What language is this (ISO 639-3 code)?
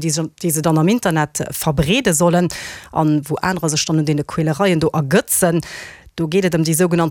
ltz